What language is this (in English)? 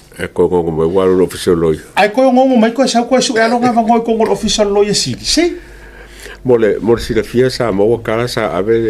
Samoan